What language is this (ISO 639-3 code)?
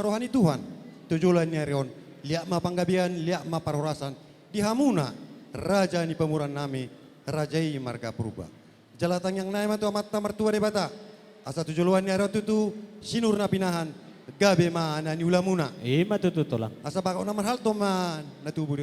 bbc